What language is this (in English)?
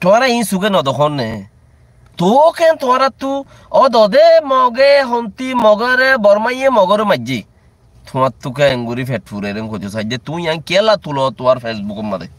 Rohingya